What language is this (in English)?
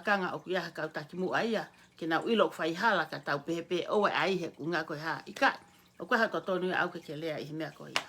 Tongan